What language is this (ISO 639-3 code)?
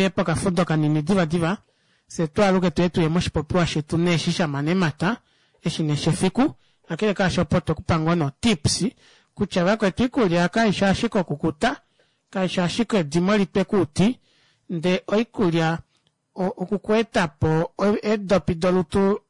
kua